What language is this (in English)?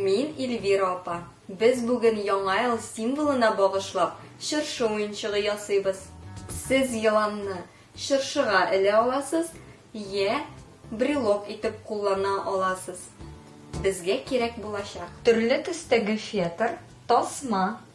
Tatar